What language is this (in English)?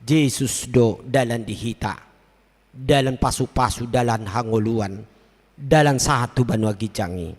Batak Toba